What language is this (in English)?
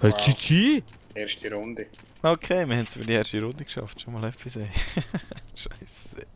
Swiss German